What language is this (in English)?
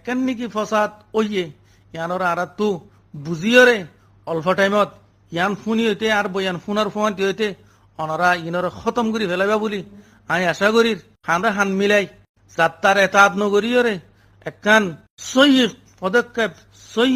Rohingya